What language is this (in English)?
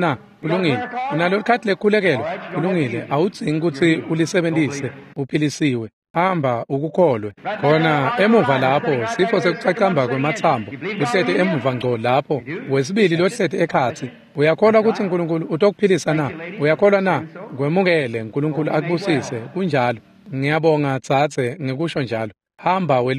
Swati